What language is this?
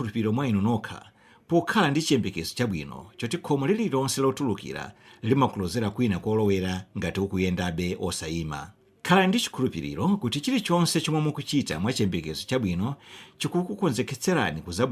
Nyanja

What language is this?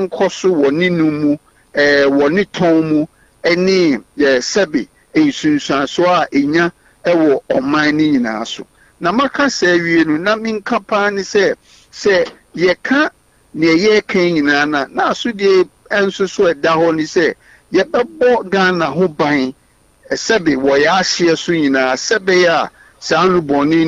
Akan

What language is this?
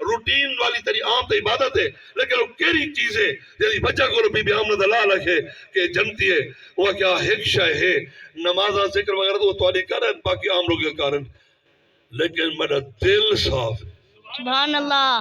Saraiki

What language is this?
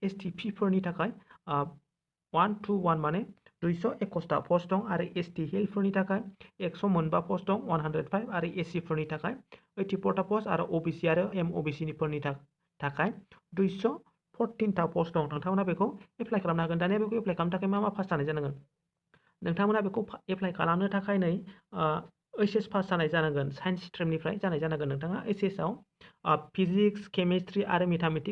Bodo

